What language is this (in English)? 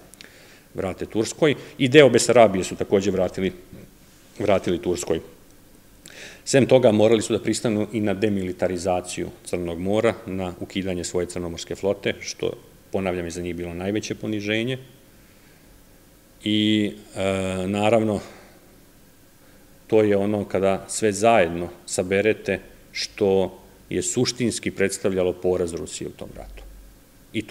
Serbian